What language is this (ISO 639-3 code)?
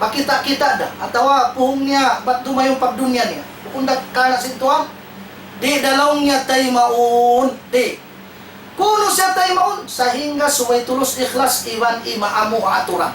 tsg